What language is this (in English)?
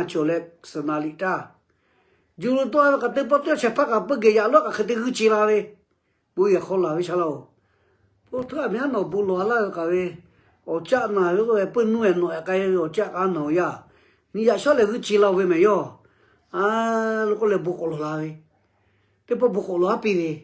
Lahu